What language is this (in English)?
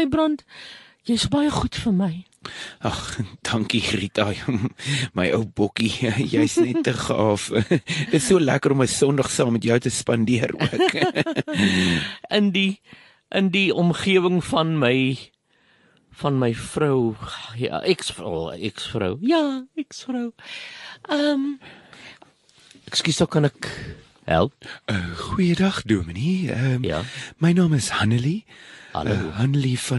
Afrikaans